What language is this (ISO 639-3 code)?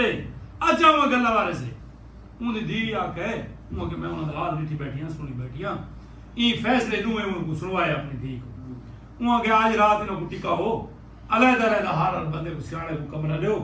skr